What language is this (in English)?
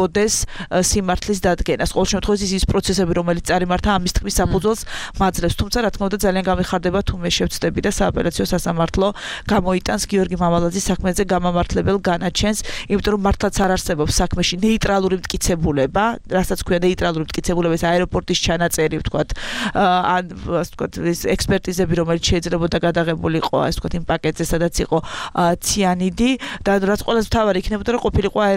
Georgian